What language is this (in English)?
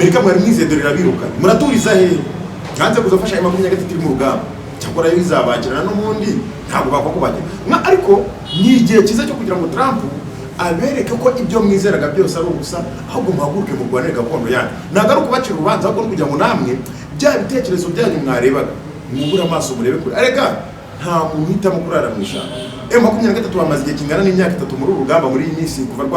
Kinyarwanda